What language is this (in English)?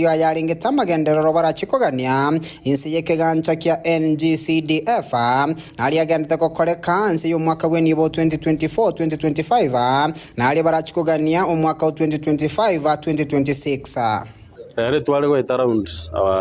Gusii